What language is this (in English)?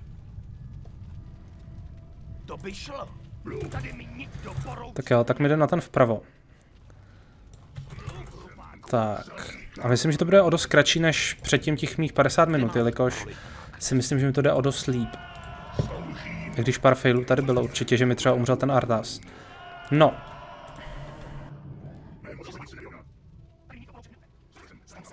Czech